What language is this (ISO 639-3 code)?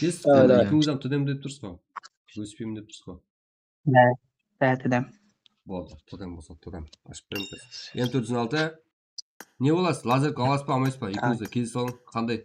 kaa